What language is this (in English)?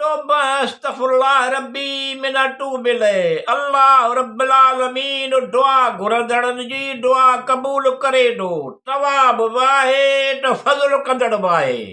Sindhi